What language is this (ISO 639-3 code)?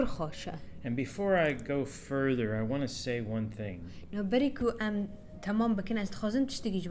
kur